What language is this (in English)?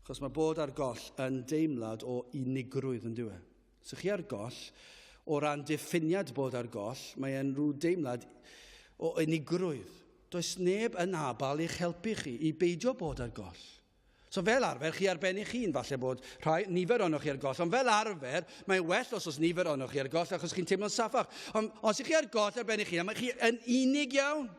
Welsh